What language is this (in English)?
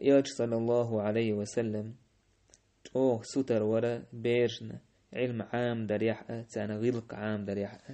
Chechen